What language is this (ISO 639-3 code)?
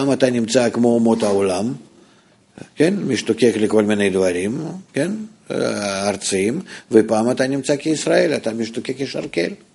heb